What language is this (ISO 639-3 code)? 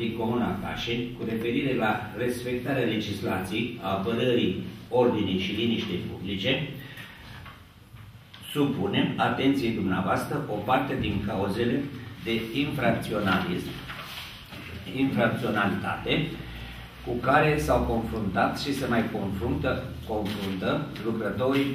ron